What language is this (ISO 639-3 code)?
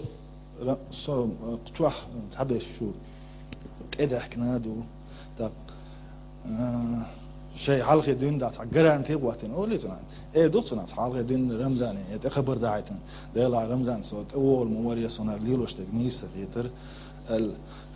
che